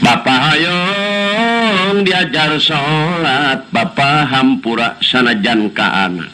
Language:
Sundanese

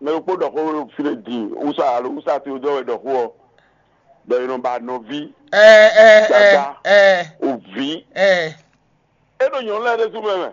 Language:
Fon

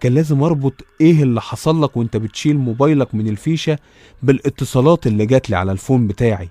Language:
Egyptian Arabic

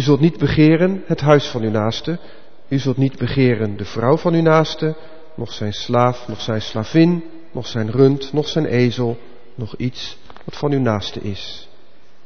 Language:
Dutch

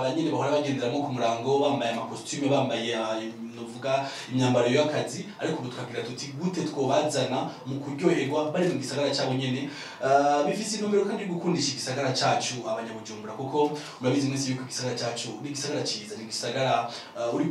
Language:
Rundi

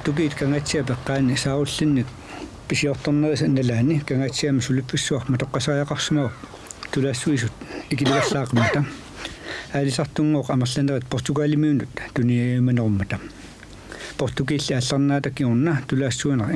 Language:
Kalaallisut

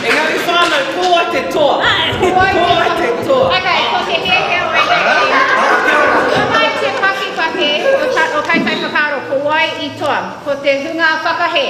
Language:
Māori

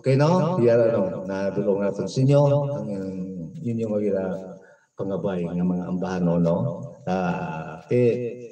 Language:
Hiligaynon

